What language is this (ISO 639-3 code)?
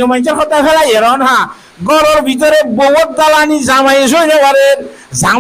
rhg